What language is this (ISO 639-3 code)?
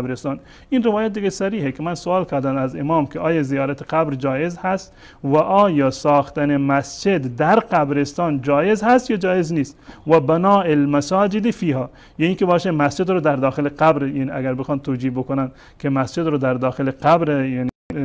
fas